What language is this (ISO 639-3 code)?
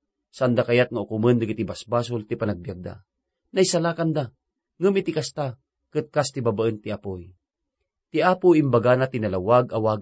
ilo